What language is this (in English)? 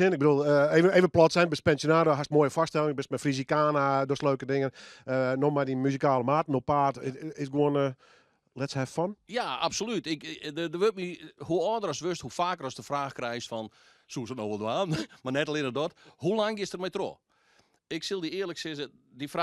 Western Frisian